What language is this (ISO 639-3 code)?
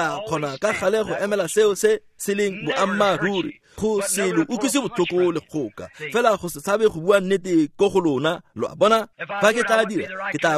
tsn